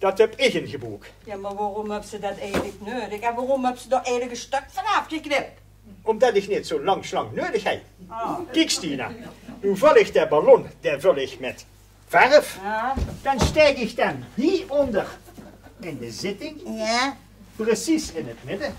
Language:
Limburgish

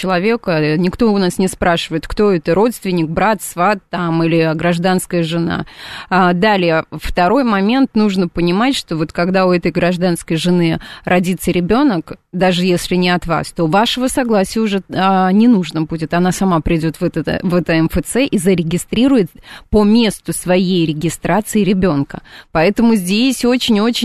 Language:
Russian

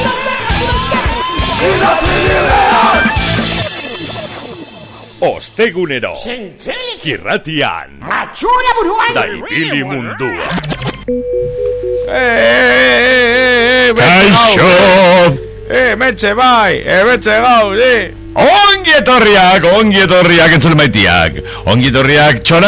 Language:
Basque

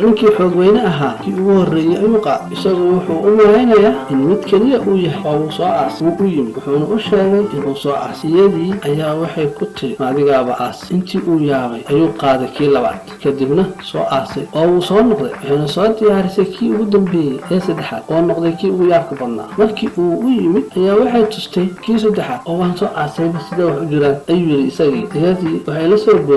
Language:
Somali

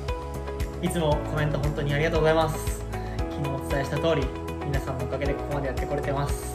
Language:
Japanese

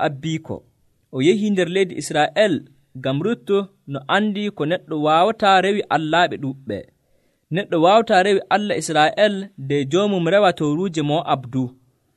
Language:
Nigerian Fulfulde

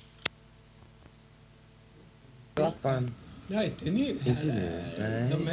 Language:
Swedish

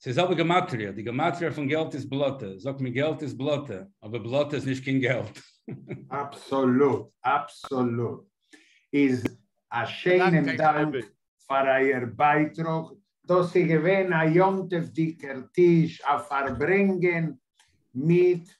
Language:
Yiddish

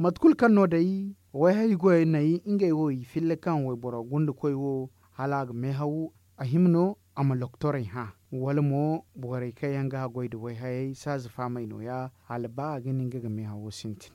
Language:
Zarma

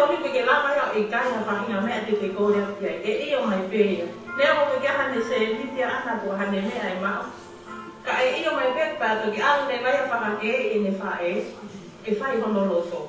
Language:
Tongan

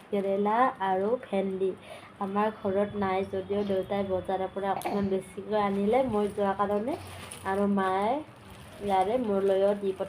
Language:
Assamese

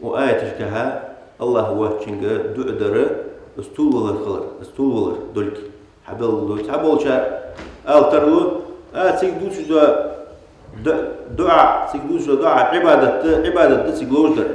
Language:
Ingush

